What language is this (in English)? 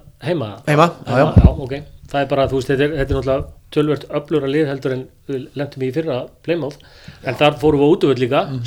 Icelandic